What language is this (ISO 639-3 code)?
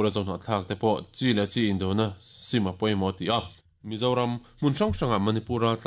lus